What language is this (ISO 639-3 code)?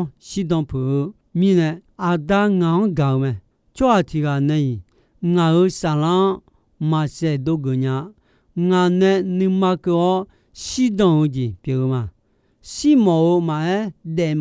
ahk